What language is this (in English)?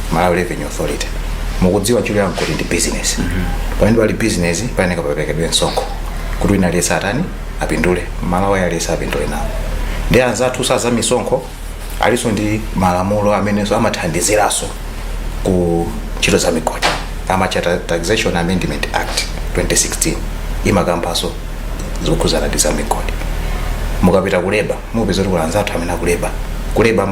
Nyanja